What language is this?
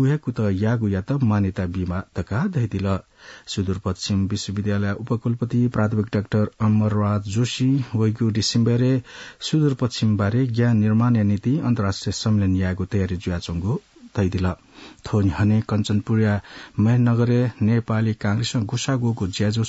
Newari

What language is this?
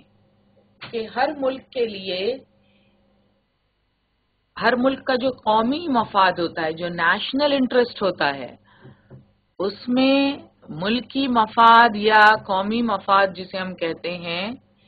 Urdu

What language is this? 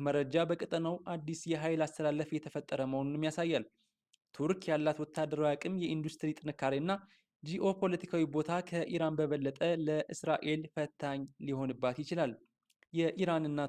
Amharic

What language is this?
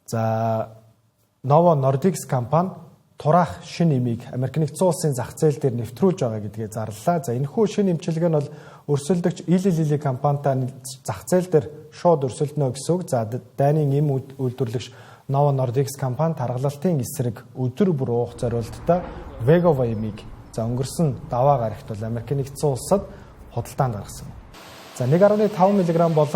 Mongolian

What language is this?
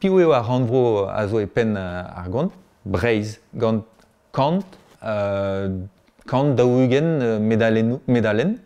Breton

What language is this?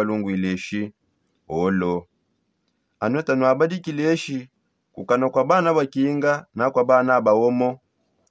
Songe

